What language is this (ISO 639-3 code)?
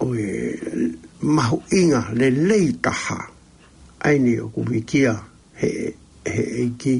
ton